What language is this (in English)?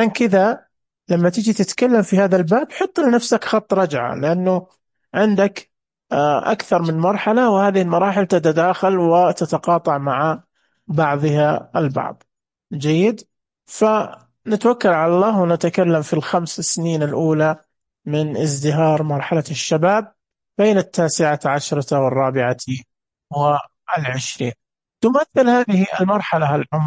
Najdi Arabic